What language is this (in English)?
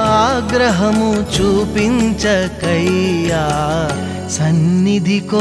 Telugu